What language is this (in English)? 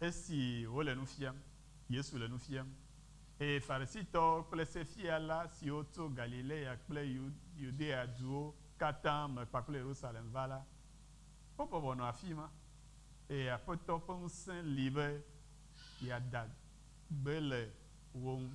Ewe